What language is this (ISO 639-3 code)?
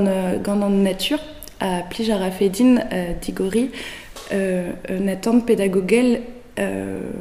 bre